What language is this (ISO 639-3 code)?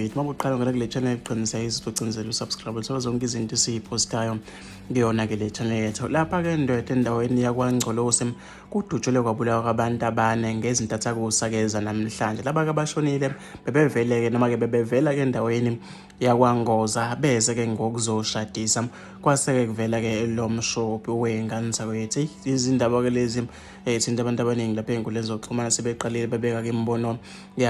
zul